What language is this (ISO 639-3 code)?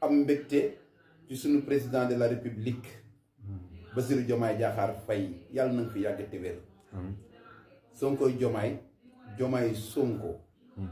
wol